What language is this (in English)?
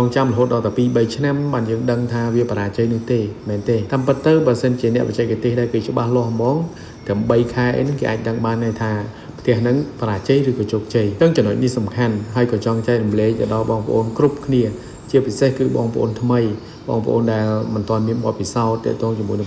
Khmer